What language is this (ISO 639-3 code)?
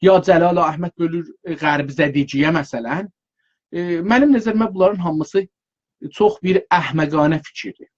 azb